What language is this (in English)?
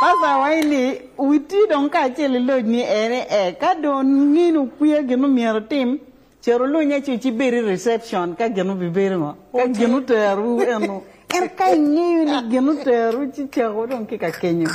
Lango (Uganda)